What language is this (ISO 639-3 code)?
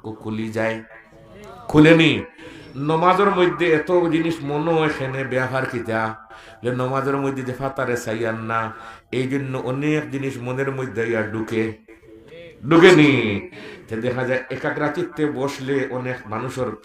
syl